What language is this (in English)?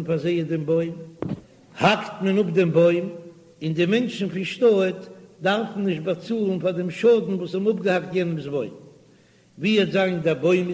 Yiddish